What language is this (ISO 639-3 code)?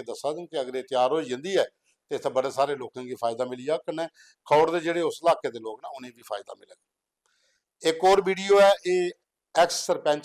doi